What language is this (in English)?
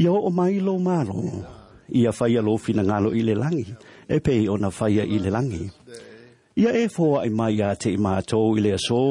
Samoan